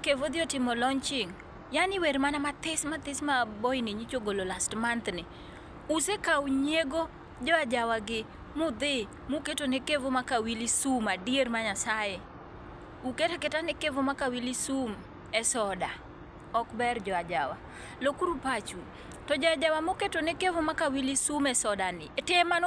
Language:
Luo (Kenya and Tanzania)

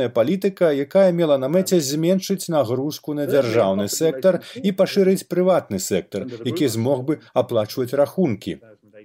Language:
Belarusian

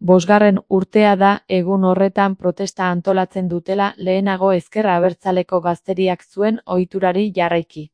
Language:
Basque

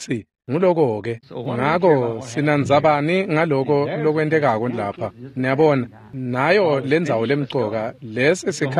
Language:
Swati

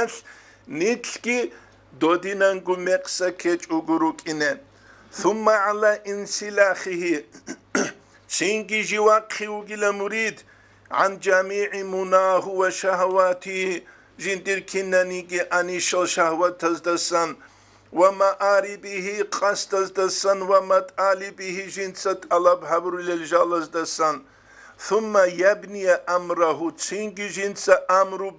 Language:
Avaric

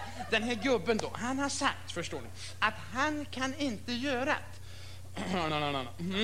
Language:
Swedish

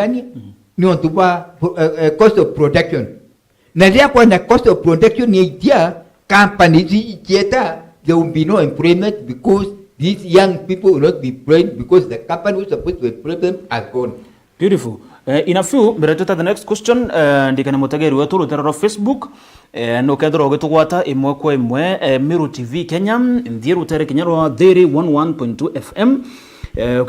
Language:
Meru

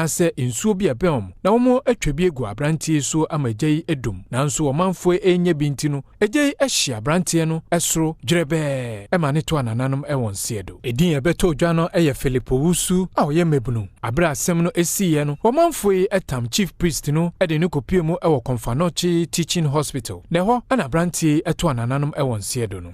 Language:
Akan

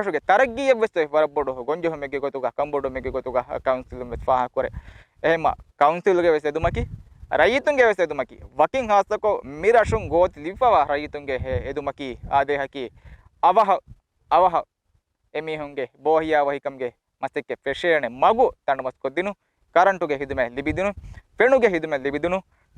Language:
Divehi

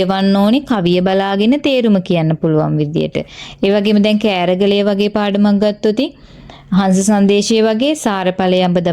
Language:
Sinhala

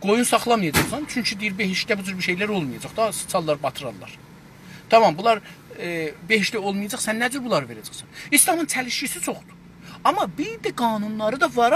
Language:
South Azerbaijani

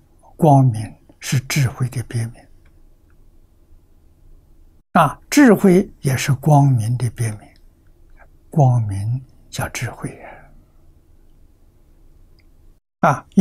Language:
Chinese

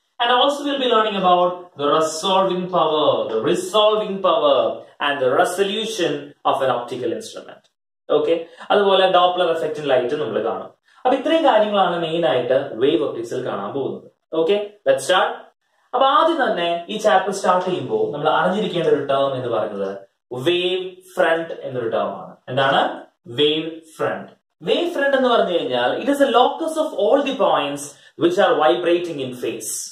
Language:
Malayalam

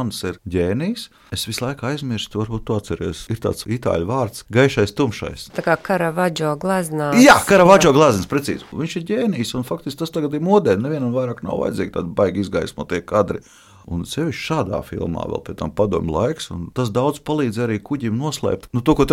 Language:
Latvian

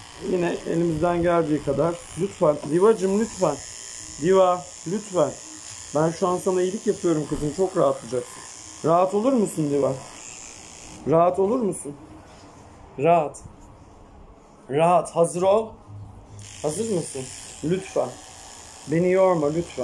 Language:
Turkish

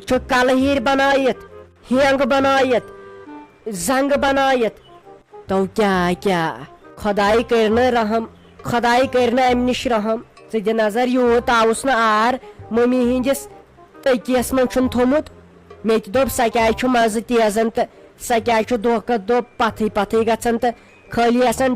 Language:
Kashmiri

